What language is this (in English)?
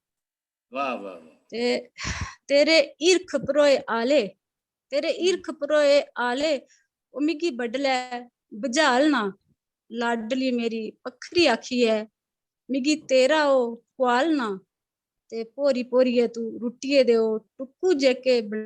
Dogri